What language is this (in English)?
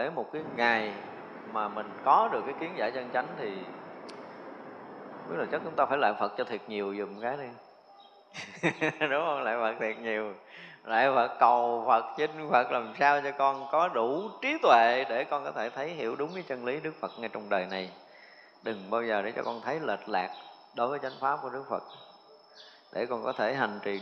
Vietnamese